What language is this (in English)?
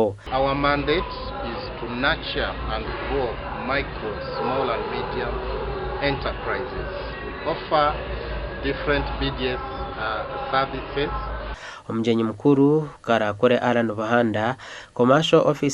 Nyankole